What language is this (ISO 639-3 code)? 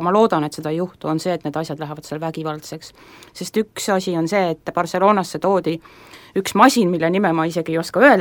est